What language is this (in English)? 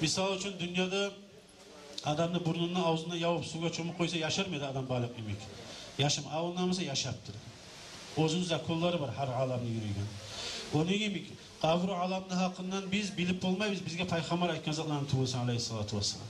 Kumyk